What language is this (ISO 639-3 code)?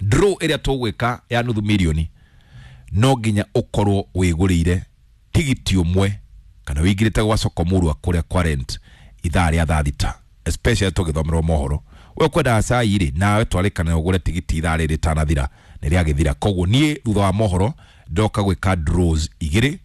kik